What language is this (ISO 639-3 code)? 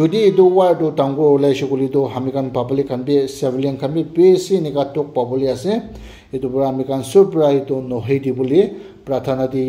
nag